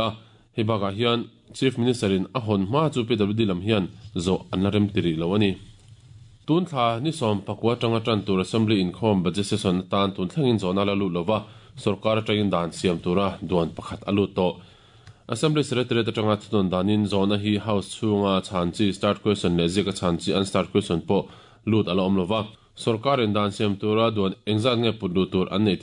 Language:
Mizo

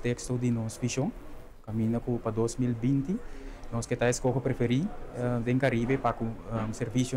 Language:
Papiamento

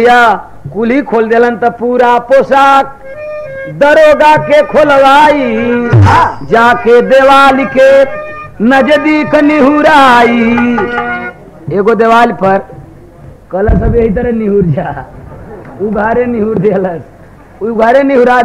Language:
Bhojpuri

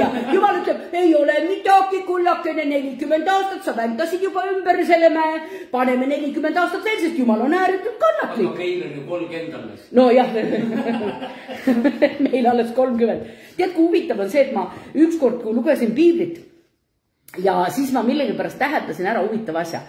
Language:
Estonian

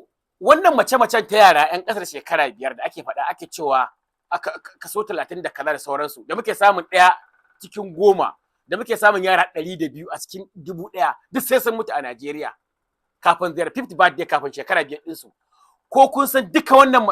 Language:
Hausa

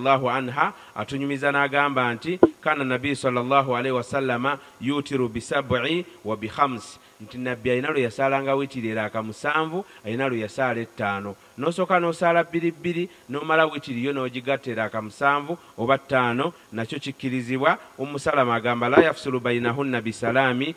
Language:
Ganda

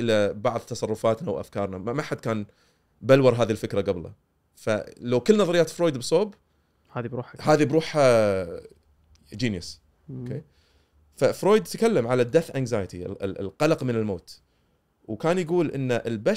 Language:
Gulf Arabic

